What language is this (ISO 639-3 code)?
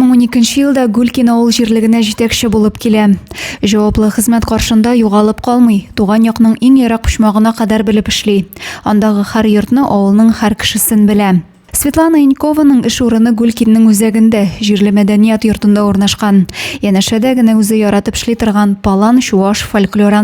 tat